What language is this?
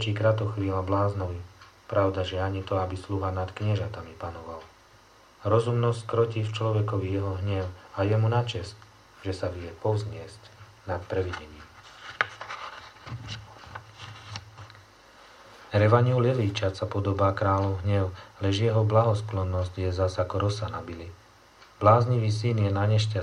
Slovak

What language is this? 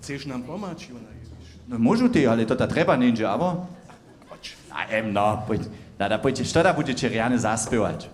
Upper Sorbian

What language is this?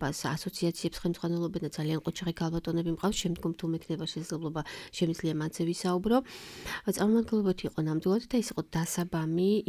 Georgian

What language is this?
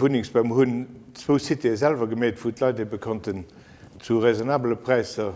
Luxembourgish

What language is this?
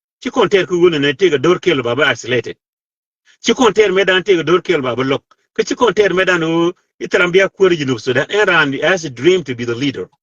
Nuer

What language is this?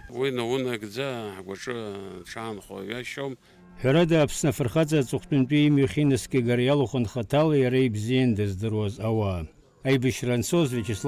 Abkhazian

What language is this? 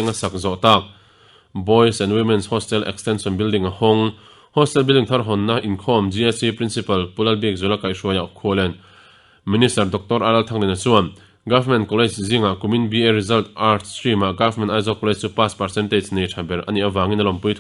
Mizo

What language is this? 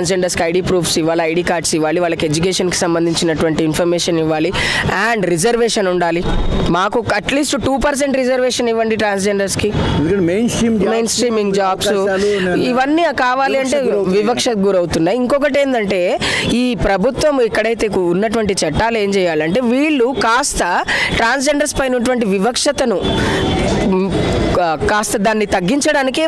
Telugu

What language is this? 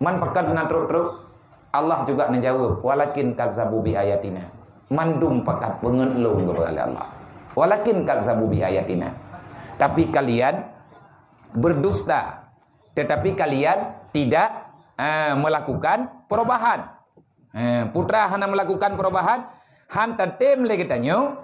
Achinese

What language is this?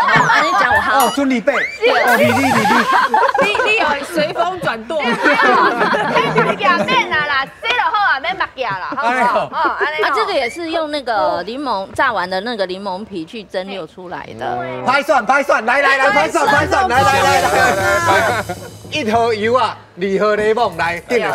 Min Nan Chinese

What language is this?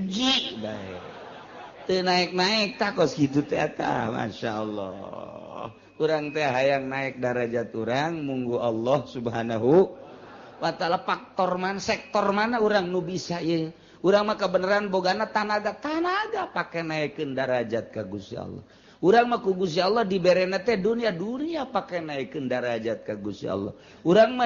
Sundanese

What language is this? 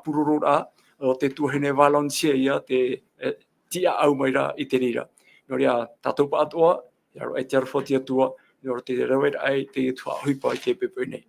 Tahitian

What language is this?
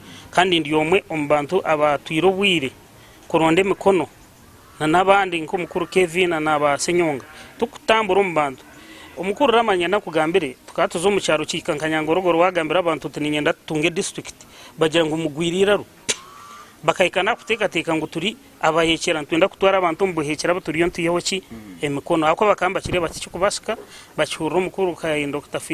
Nyankole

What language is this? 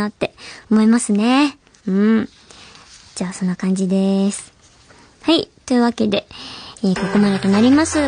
Japanese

